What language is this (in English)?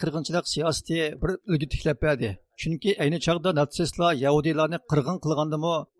Uyghur